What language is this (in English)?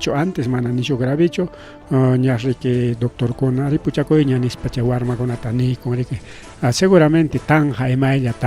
Ayacucho Quechua